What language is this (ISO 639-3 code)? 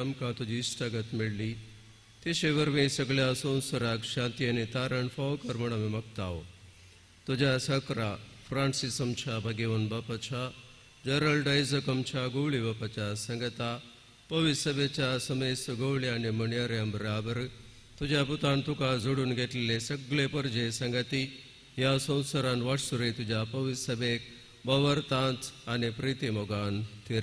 kok